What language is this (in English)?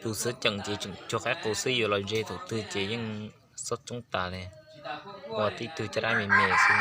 Hmong